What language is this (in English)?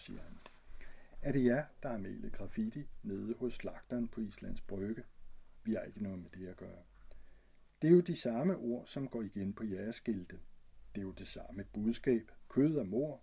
Danish